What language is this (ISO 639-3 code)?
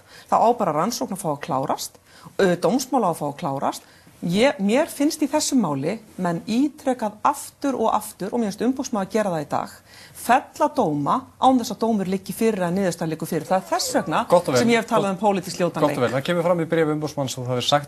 isl